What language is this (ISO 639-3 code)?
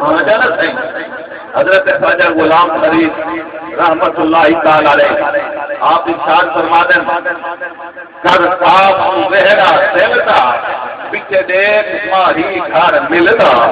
skr